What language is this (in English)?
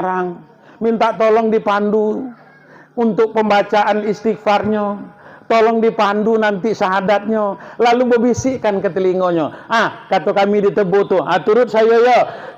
Minangkabau